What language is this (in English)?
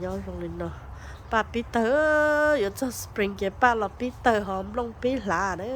Hmong